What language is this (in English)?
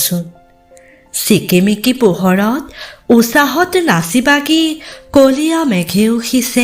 Assamese